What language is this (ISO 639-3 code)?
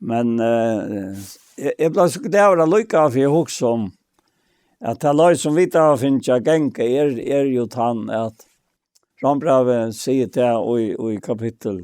fao